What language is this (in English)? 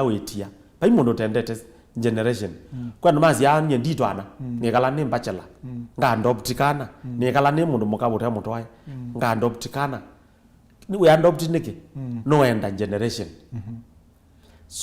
Kamba